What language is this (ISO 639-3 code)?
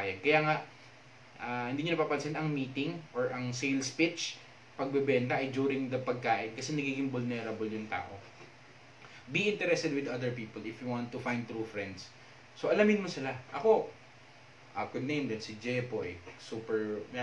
fil